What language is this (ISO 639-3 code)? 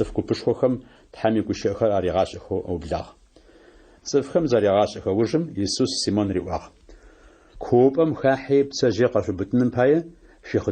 ady